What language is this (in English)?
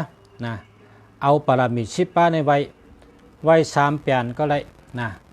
Shan